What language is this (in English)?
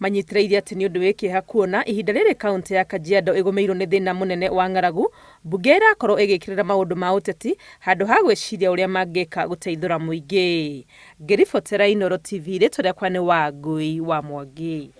Kikuyu